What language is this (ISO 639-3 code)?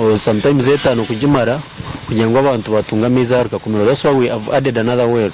nyn